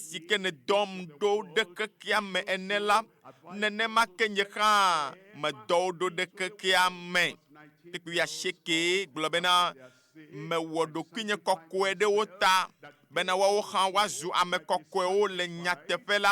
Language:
Ewe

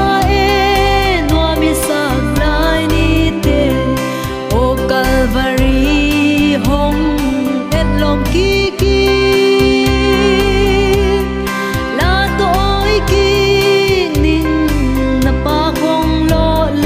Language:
Paite Chin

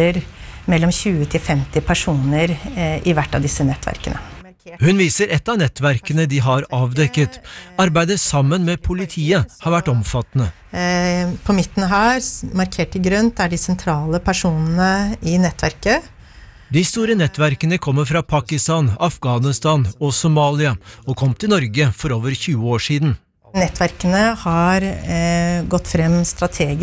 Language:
Norwegian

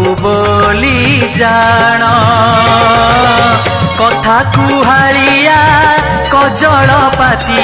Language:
Odia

